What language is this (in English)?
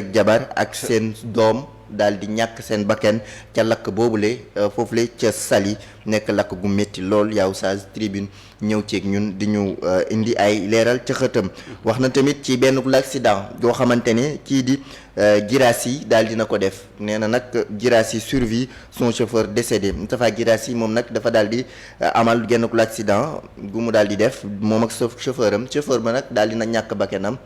Wolof